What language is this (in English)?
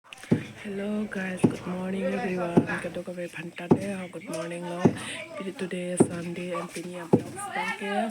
Karbi